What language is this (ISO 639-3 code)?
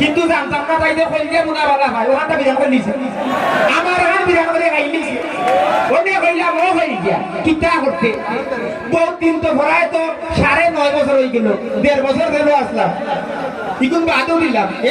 syl